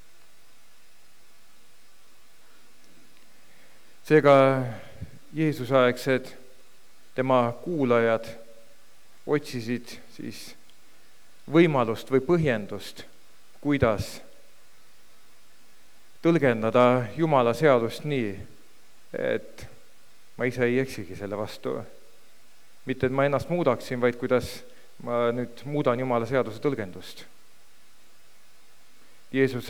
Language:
Estonian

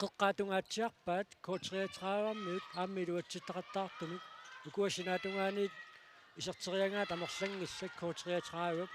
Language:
Kalaallisut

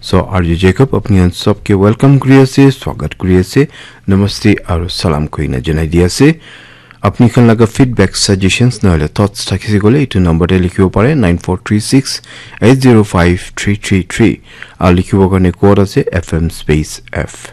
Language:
Naga Pidgin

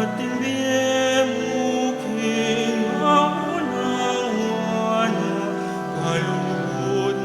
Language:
Pampanga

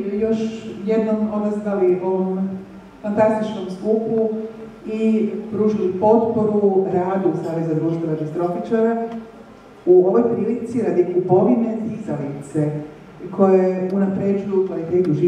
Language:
Croatian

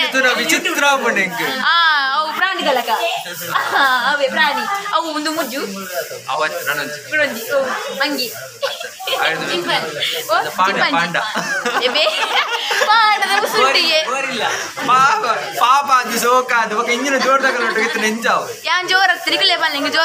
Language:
Tulu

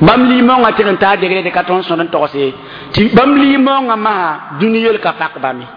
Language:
Mossi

